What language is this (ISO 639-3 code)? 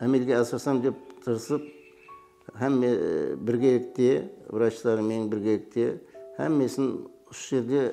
kaa